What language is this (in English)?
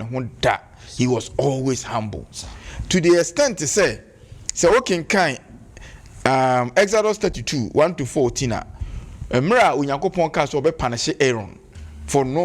Akan